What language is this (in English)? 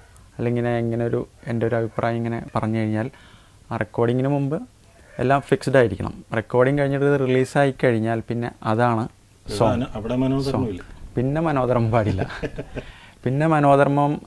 Malayalam